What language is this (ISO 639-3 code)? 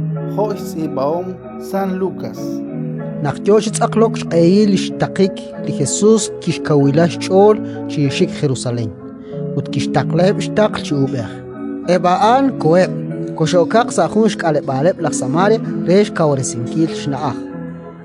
kek